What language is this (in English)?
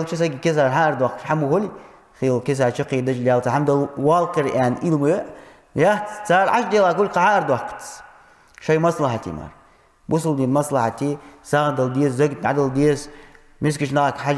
Ingush